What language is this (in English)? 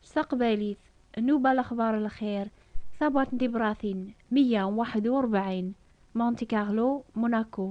Kabyle